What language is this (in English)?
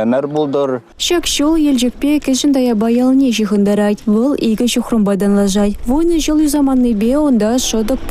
Chuvash